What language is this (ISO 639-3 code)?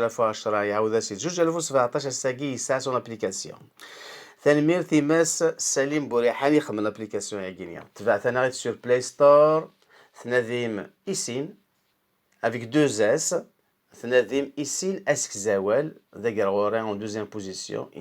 kab